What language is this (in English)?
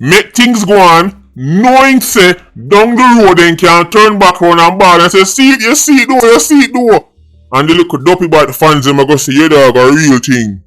Jamaican Creole English